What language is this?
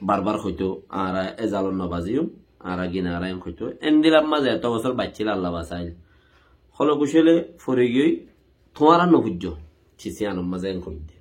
Rohingya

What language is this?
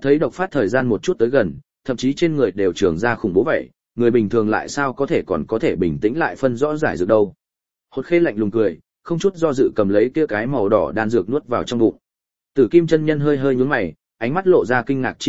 Vietnamese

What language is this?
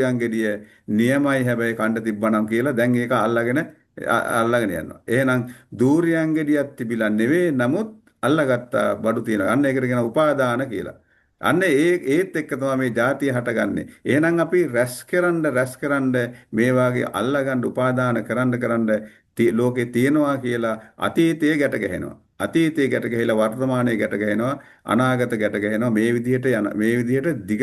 Sinhala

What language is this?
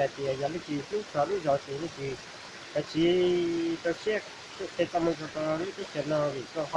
Hmong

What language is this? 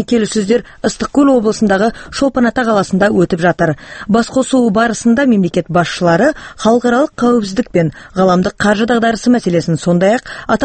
Kazakh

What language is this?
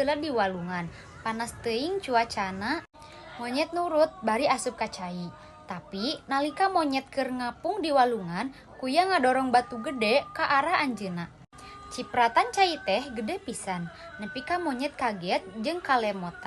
Sundanese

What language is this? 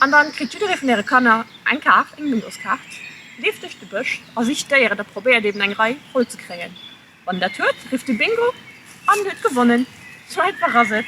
Luxembourgish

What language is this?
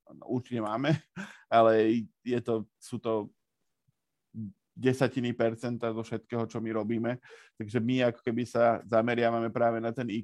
Slovak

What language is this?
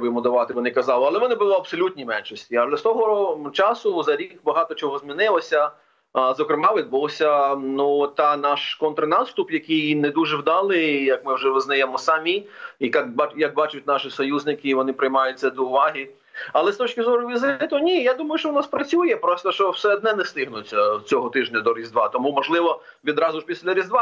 Ukrainian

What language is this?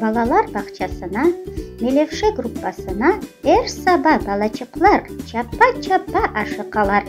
Crimean Tatar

